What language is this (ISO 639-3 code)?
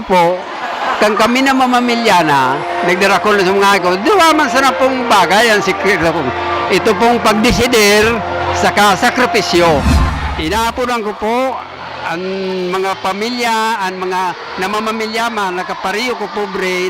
bik